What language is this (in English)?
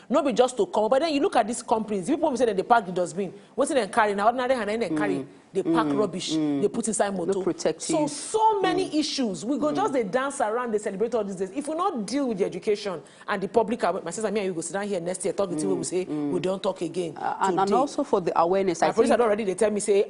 Nigerian Pidgin